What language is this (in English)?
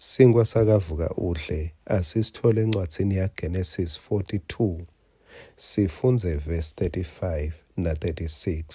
Swati